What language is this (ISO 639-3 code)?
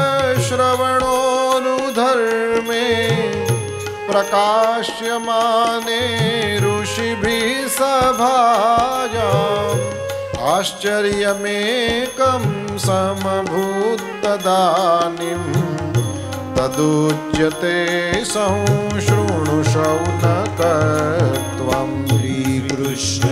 guj